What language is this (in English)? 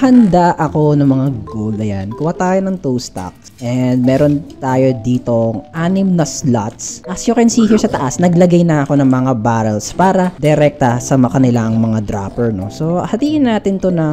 Filipino